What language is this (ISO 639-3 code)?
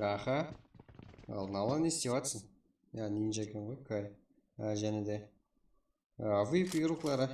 kaa